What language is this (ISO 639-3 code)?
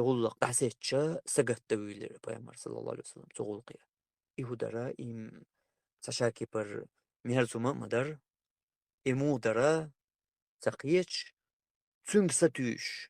che